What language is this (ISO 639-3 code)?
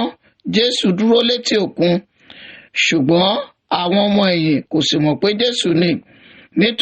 yor